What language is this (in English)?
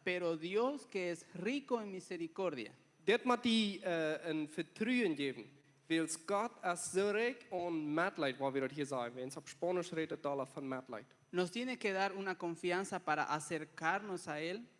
Plautdietsch